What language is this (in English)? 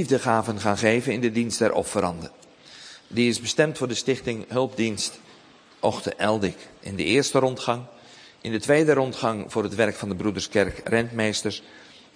Dutch